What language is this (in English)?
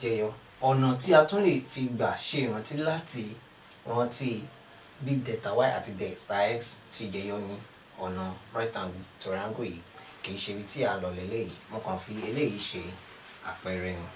Yoruba